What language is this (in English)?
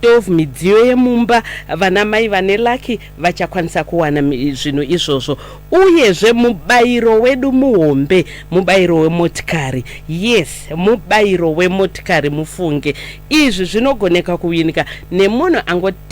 Shona